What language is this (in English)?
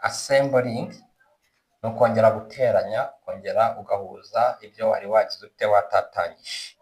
Kinyarwanda